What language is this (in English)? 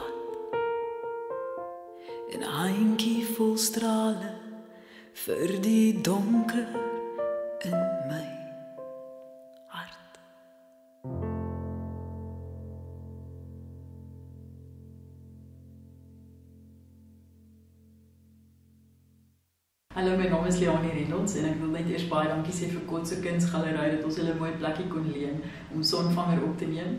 Afrikaans